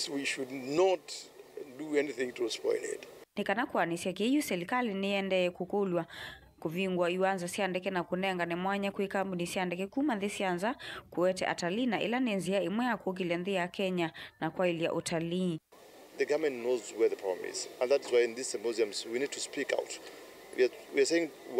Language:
Kamba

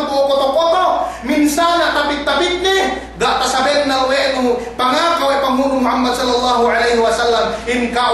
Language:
Yakan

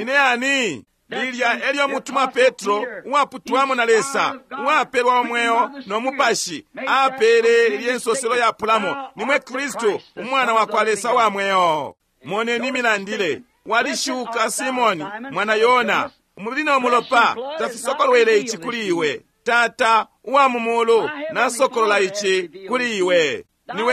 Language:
Bemba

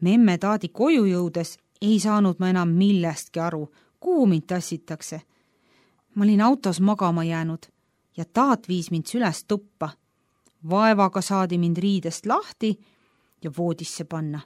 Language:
Estonian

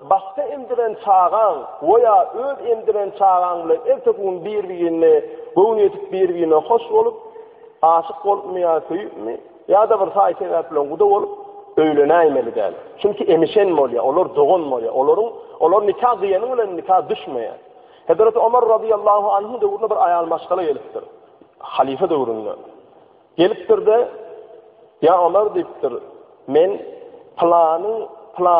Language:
Turkmen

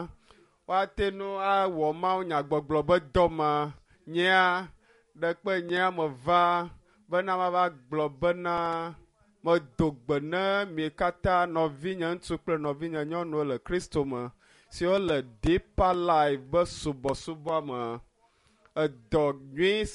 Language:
Ewe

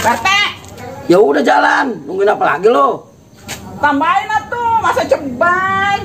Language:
Betawi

